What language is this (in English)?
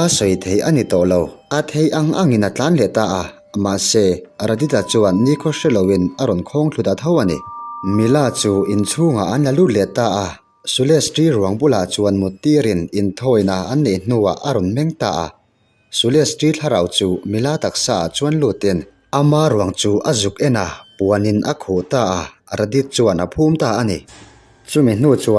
Mizo